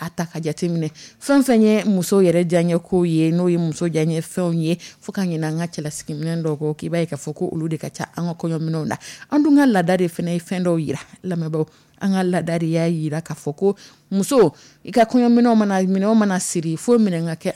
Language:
Dyula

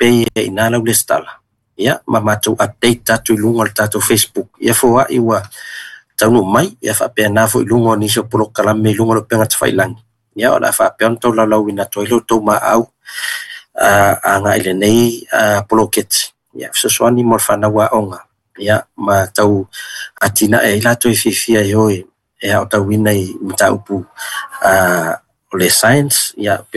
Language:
Samoan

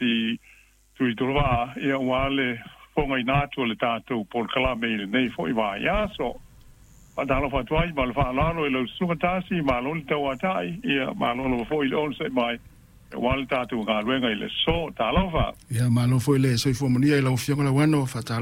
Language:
Samoan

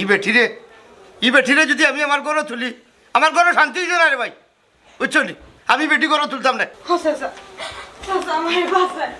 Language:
Sylheti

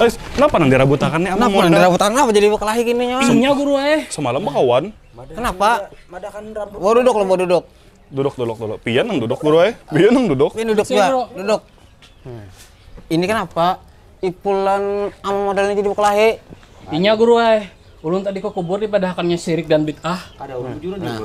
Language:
Banjar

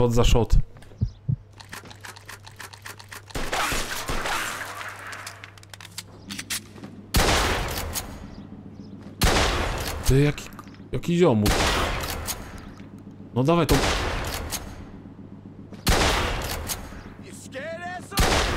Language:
Polish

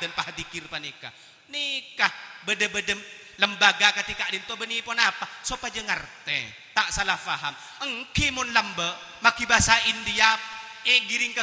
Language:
Madurese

